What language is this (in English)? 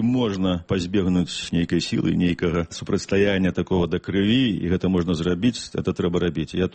Belarusian